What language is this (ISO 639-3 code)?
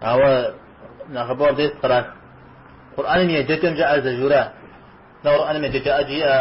kbd